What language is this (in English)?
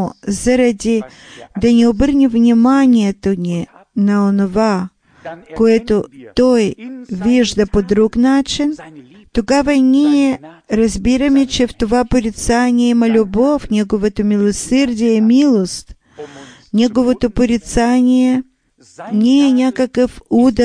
Bulgarian